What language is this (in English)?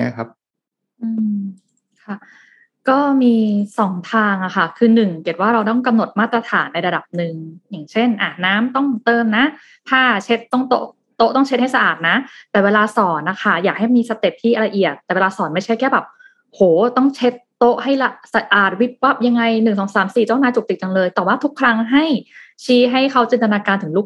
Thai